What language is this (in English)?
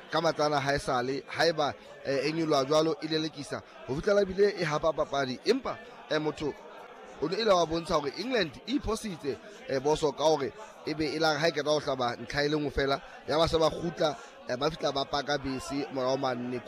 Southern Sotho